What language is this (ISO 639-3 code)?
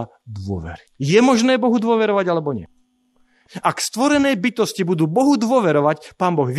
slk